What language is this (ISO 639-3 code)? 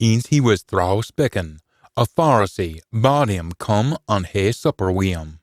sco